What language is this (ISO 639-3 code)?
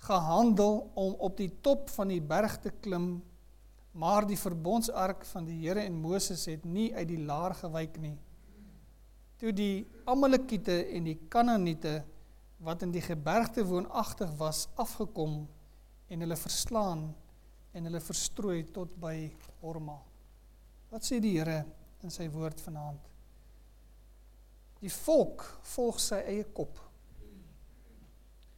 afr